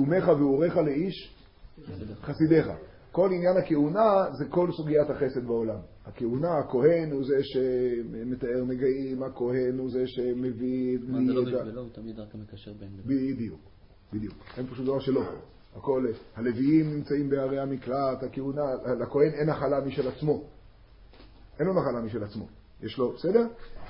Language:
Hebrew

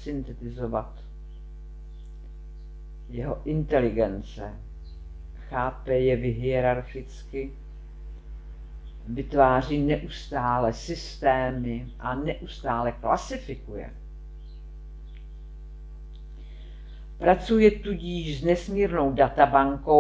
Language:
Czech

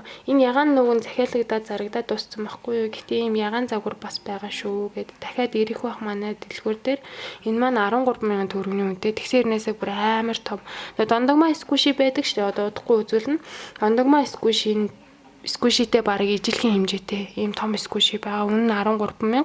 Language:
Mongolian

